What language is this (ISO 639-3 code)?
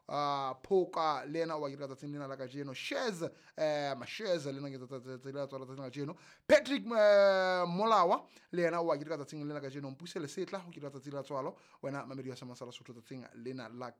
sot